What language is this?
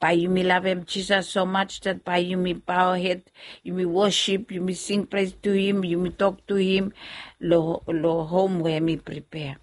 Bislama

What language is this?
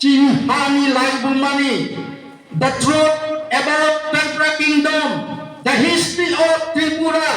Kok Borok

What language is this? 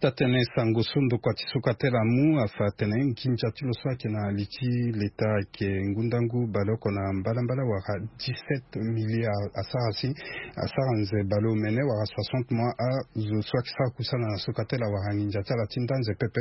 Sango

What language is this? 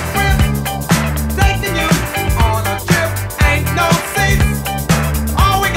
English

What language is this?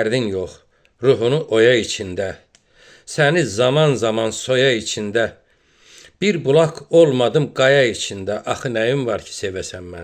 Azerbaijani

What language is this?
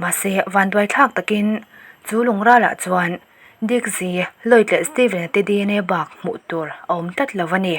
Mizo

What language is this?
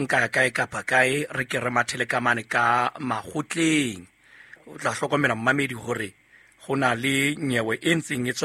Southern Sotho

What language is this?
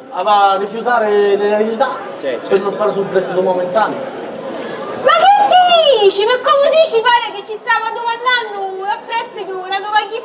Sicilian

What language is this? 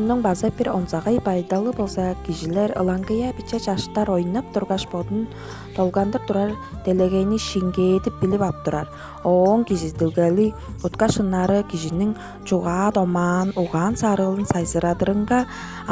Tuvinian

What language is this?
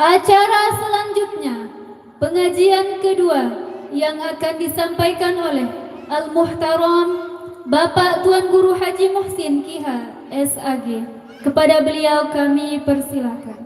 Sasak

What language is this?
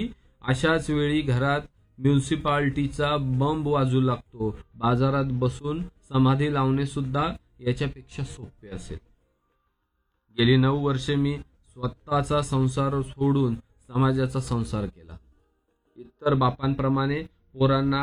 Marathi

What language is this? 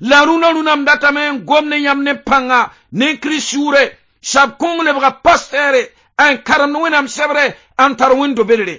Mossi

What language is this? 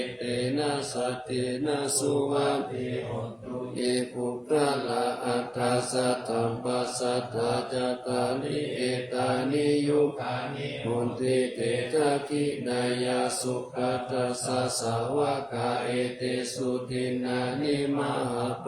Pali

